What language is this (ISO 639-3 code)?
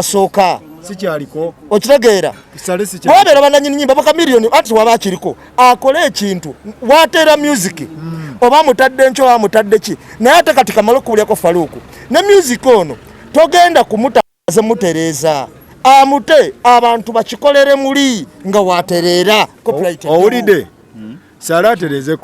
lug